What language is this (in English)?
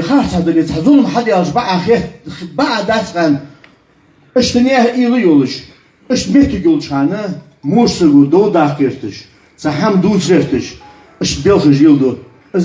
Ingush